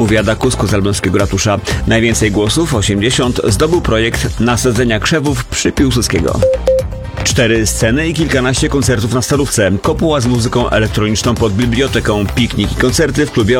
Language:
Polish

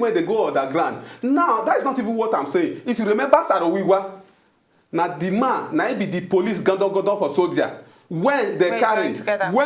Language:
Nigerian Pidgin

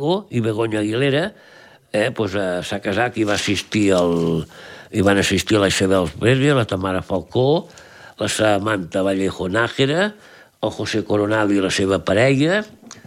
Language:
Catalan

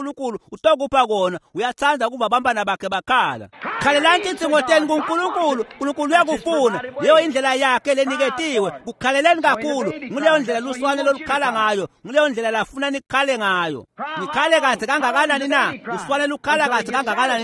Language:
Swati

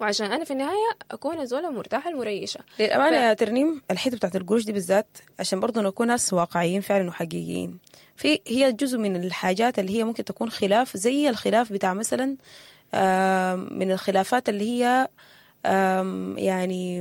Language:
Sudanese Arabic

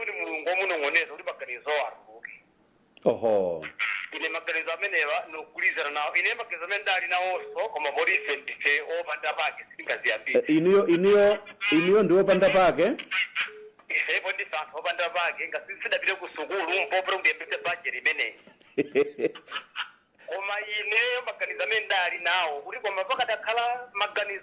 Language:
Nyanja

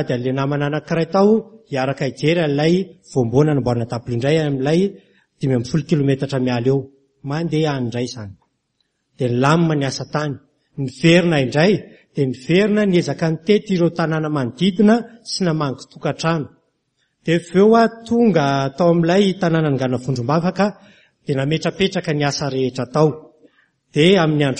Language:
Malagasy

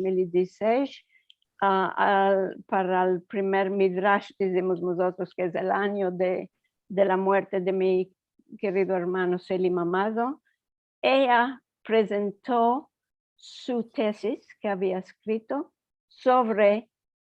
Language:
Ladino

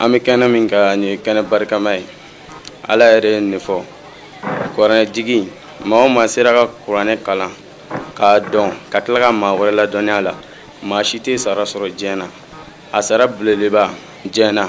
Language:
Bambara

